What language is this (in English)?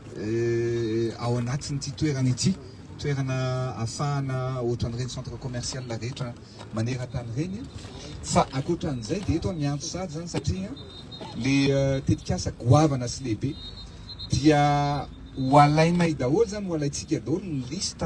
Malagasy